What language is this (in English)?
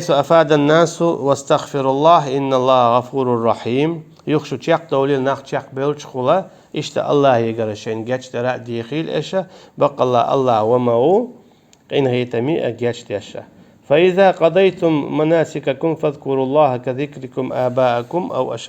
Chechen